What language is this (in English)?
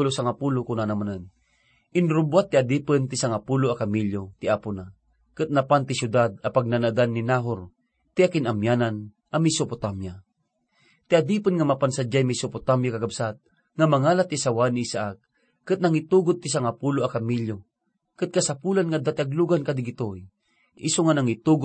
Iloko